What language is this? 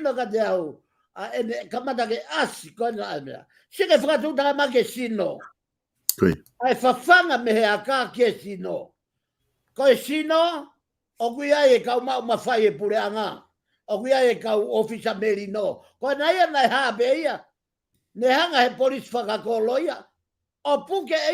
Tongan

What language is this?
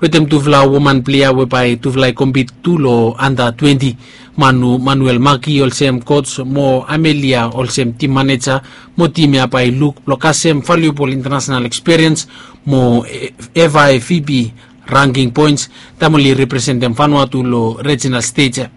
Bislama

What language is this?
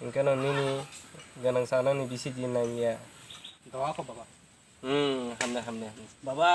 Kok Borok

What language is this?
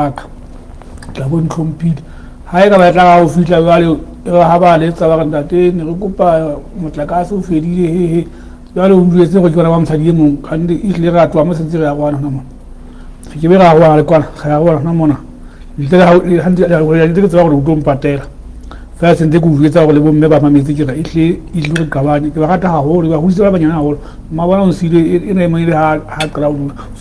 Southern Sotho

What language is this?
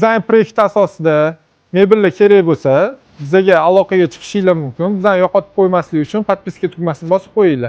Uzbek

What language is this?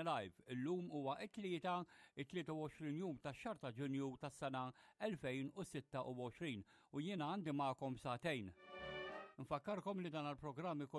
Maltese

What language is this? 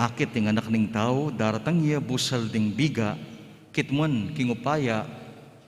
Pampanga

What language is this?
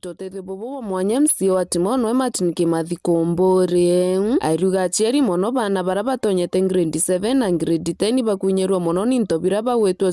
Meru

